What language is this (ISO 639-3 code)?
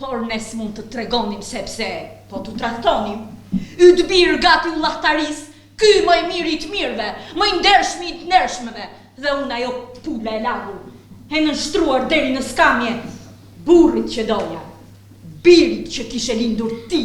sqi